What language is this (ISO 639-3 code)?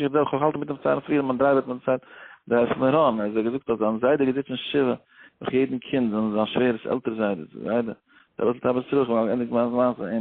yid